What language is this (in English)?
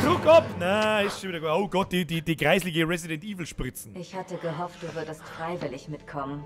Bavarian